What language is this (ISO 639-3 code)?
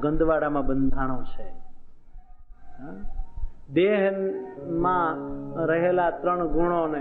guj